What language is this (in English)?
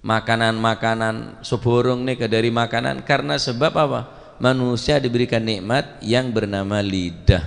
Madurese